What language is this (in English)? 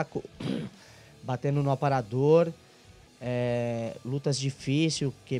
Portuguese